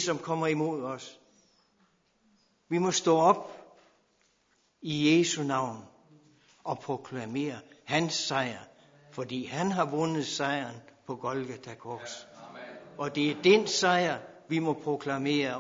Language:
Danish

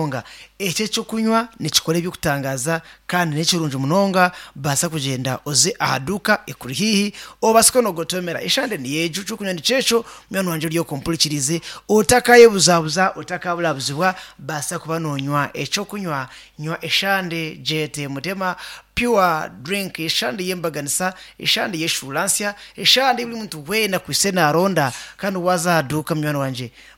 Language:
Nyankole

